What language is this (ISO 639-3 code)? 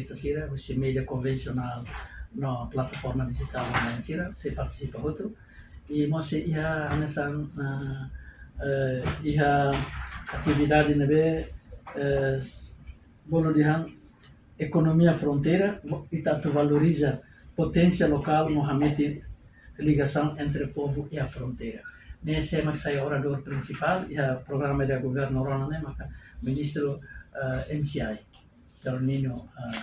tet